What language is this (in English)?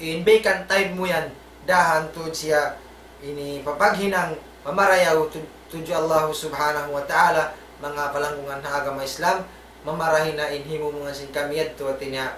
Tausug